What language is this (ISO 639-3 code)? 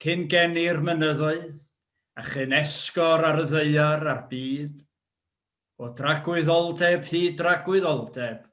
cym